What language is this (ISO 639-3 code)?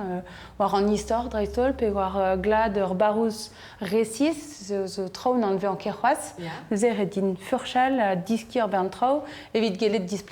bre